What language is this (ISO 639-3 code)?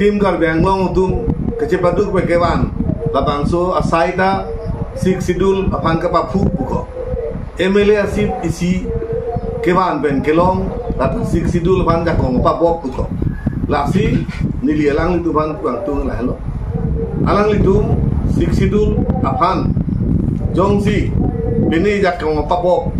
mjw